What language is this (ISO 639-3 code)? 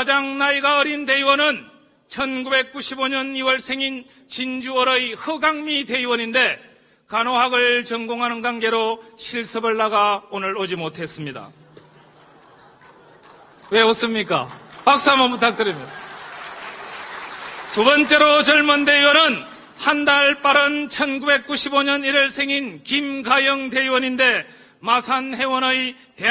kor